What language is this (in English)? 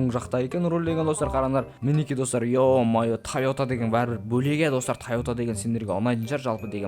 Kazakh